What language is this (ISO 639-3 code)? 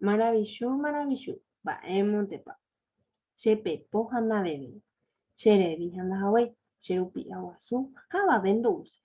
grn